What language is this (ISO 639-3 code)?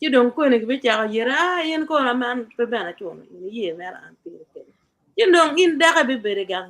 ach